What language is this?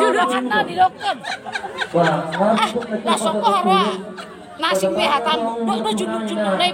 Batak Toba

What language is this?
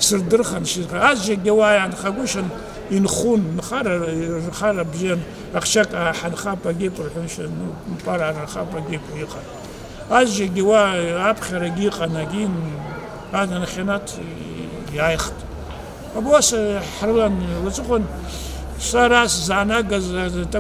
Abkhazian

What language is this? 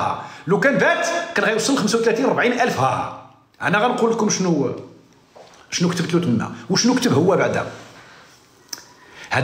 Moroccan Arabic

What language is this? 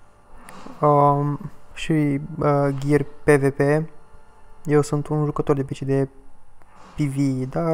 Romanian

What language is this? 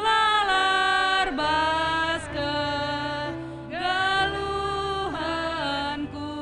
Batak Karo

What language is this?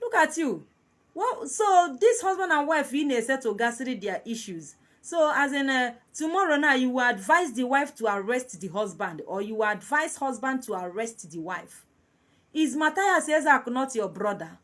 Igbo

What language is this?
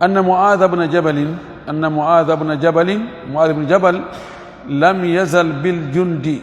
Fula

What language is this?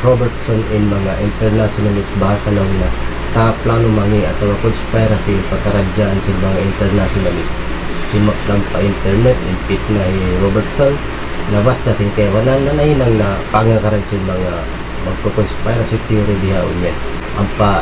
Tausug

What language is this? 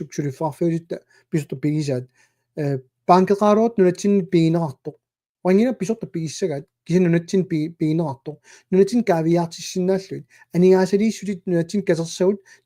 Kalaallisut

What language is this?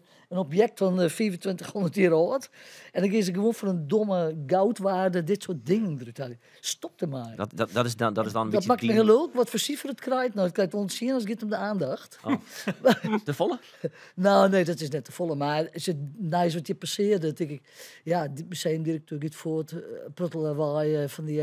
Western Frisian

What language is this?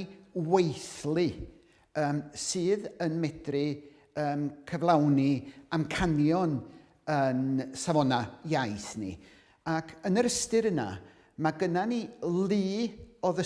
Welsh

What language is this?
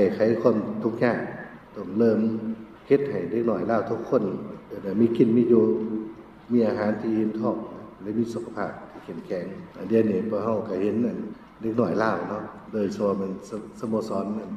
Lao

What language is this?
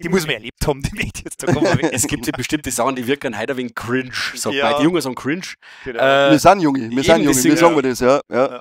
Bavarian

